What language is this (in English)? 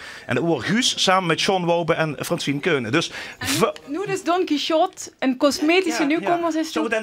Limburgish